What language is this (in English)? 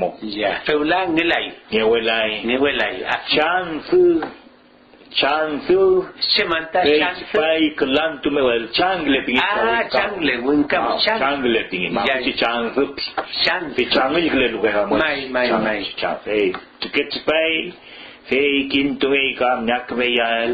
Mapuche